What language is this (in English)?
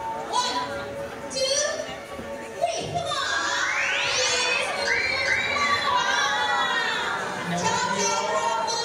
Thai